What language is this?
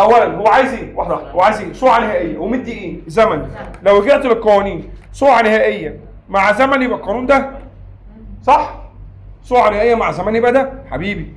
Egyptian Arabic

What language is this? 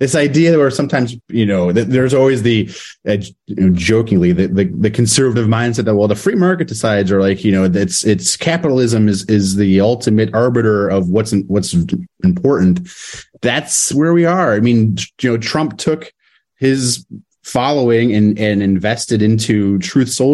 English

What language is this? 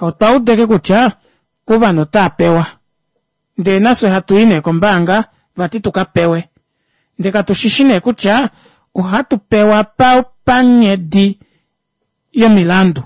Kuanyama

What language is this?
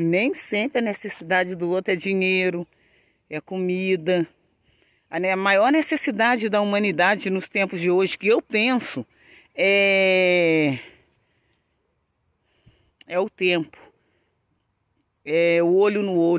Portuguese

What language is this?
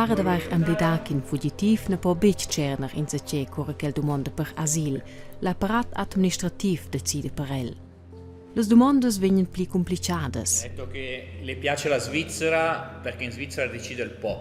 Romansh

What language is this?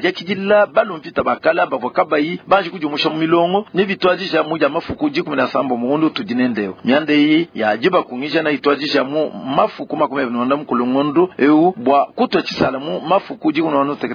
Luba-Lulua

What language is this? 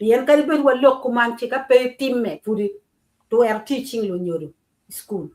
Acoli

